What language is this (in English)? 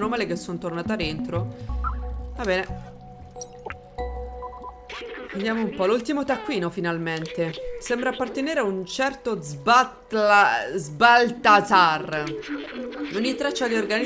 Italian